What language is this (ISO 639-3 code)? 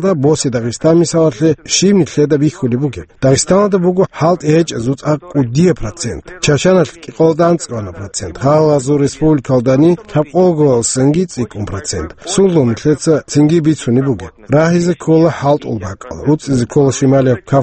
ava